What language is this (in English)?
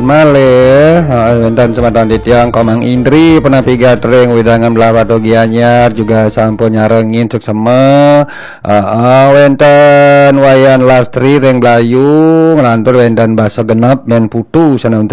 Balinese